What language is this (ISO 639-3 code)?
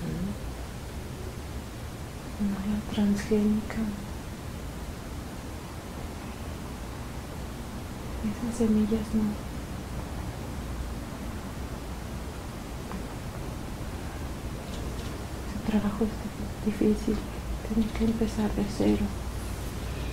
spa